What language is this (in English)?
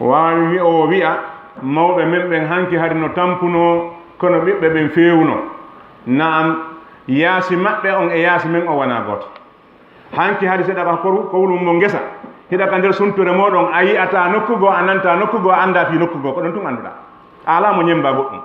Fula